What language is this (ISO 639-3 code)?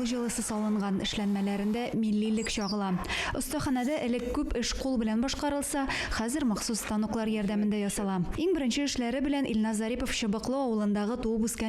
tat